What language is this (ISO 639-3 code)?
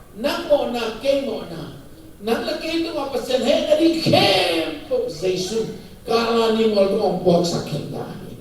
ctd